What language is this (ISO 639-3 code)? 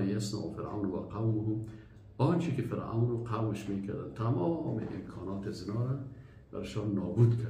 fas